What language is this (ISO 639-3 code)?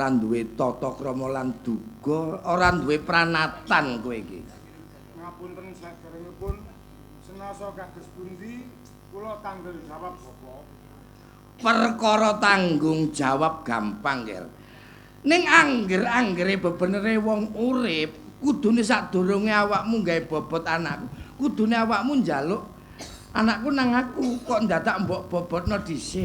jav